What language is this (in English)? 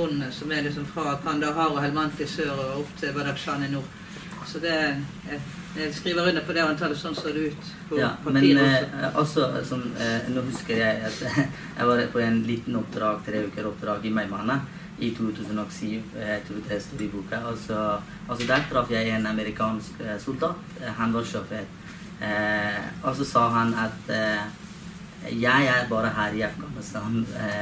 Norwegian